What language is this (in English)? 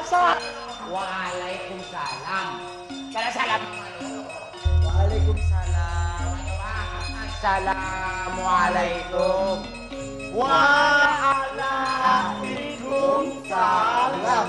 Madurese